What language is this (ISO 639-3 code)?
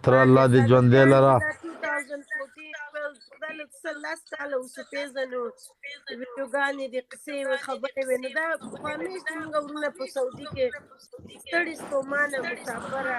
pus